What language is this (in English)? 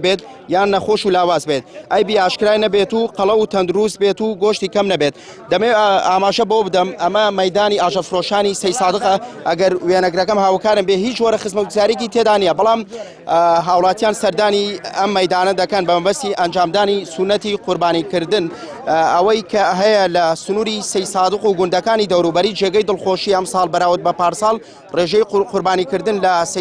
Central Kurdish